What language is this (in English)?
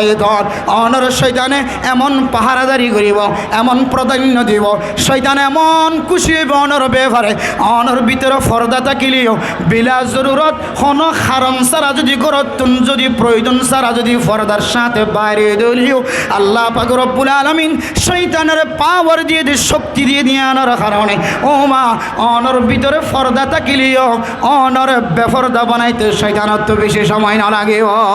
Rohingya